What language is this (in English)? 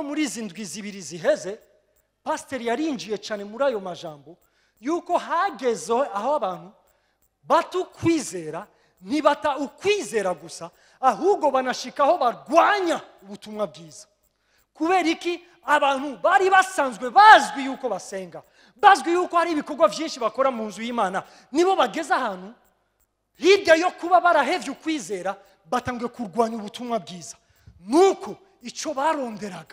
Rundi